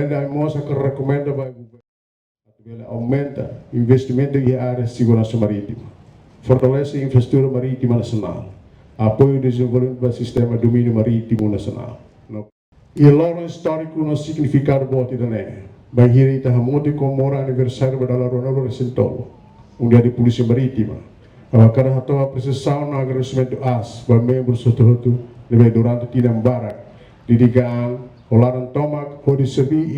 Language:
Tetum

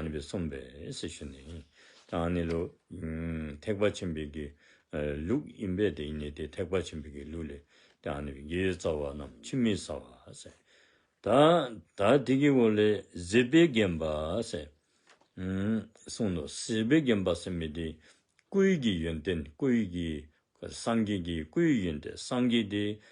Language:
Dzongkha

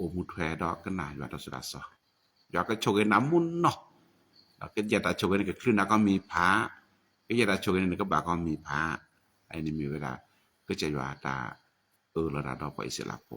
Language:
S'gaw Karen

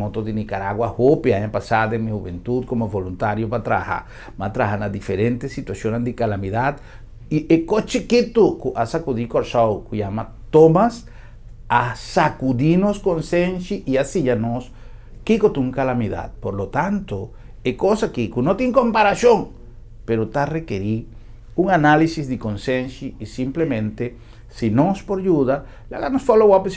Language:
Papiamento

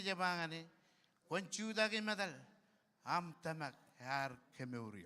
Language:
Marshallese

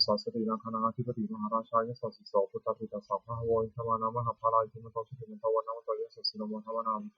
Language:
Pali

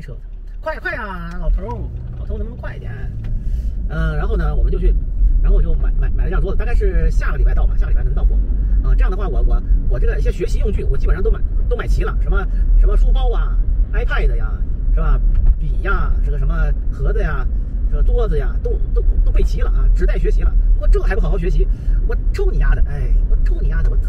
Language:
Chinese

